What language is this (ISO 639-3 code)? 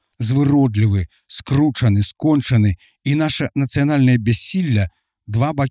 bel